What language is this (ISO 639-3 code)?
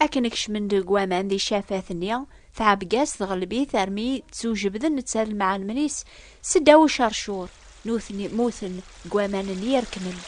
kab